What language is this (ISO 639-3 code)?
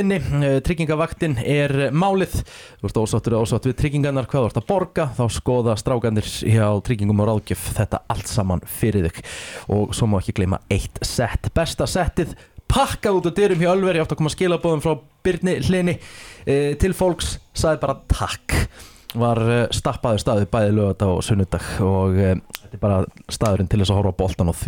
isl